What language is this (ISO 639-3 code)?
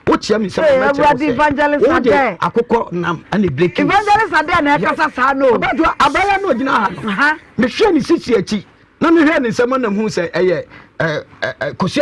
aka